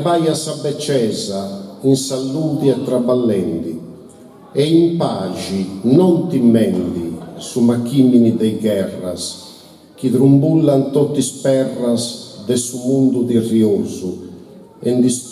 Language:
Sardinian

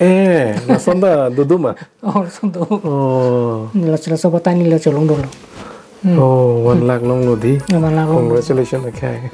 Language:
Karbi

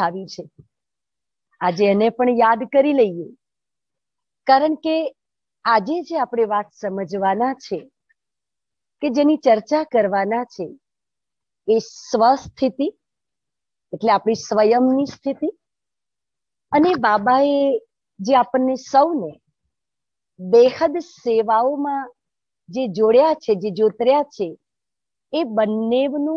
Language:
Gujarati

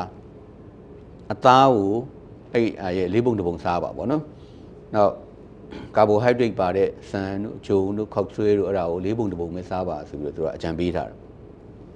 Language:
Burmese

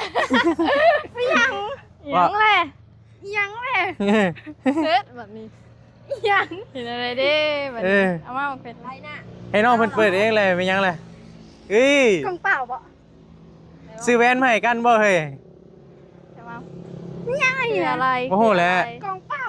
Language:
Northeastern Thai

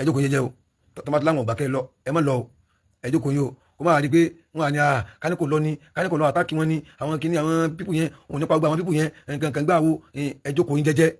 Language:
Yoruba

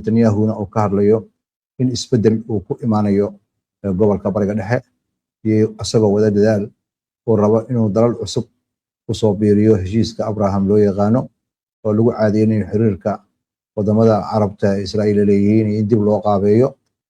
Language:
Somali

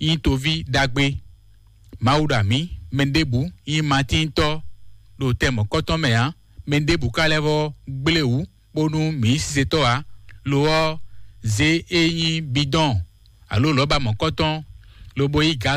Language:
Fon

